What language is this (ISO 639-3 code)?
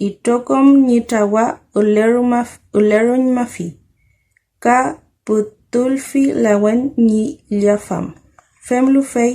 arn